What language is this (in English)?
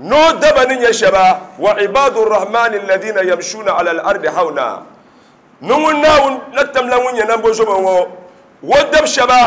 Dagbani